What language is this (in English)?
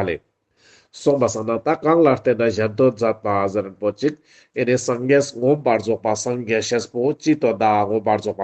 Ladakhi